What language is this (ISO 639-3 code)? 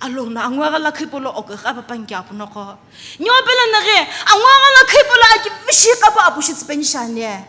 nsm